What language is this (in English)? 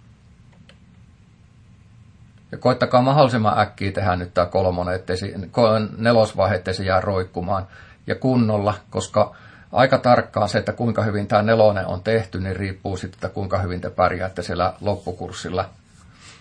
Finnish